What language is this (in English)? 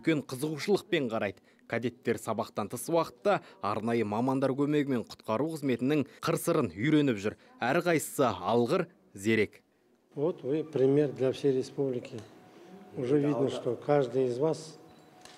Kazakh